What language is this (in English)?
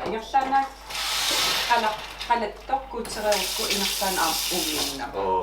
Kalaallisut